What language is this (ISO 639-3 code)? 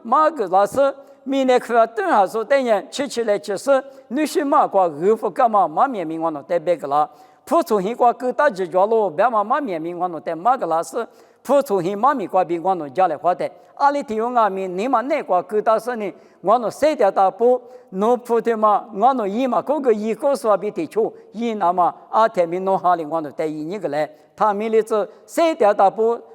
lis